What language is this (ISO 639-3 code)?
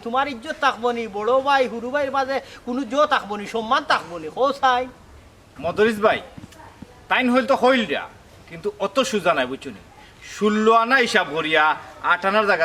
syl